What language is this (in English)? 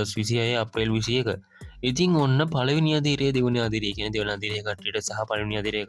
Sinhala